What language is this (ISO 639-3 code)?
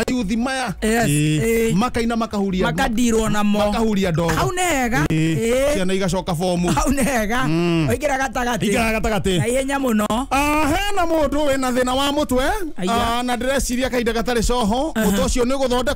kik